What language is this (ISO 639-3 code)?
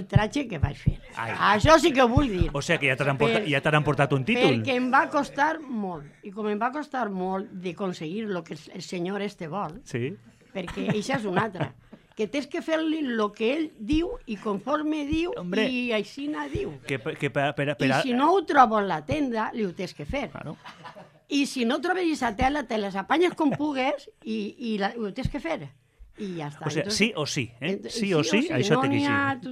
cat